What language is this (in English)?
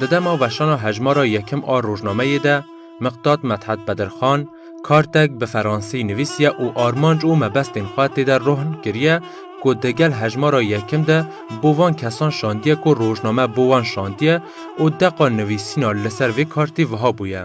Kurdish